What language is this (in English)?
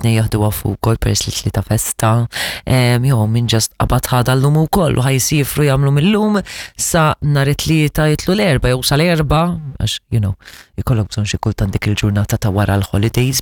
Maltese